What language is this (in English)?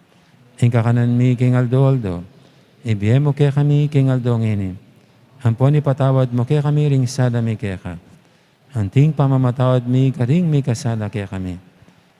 Pampanga